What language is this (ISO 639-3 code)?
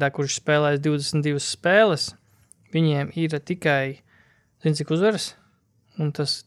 lav